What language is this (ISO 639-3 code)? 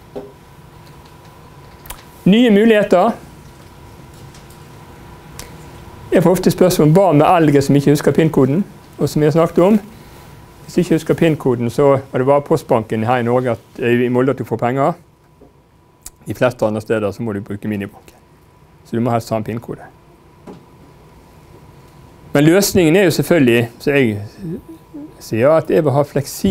nor